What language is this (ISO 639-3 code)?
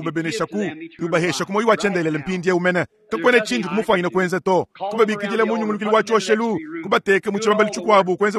lua